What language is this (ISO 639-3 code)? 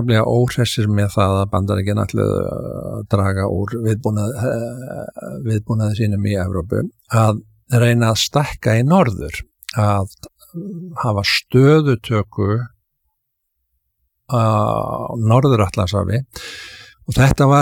isl